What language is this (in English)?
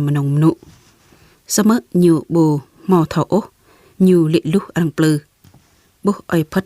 Jarai